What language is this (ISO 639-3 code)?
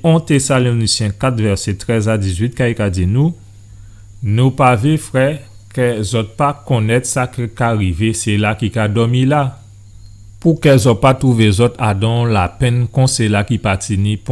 gcf